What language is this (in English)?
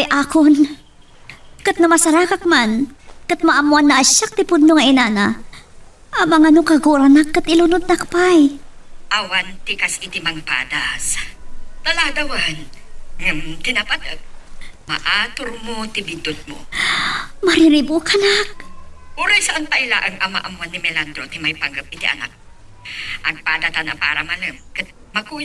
Iloko